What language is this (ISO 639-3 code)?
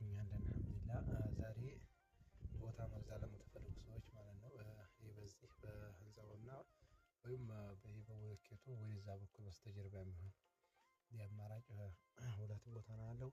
amh